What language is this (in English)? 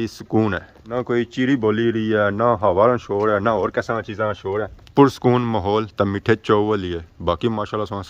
Pahari-Potwari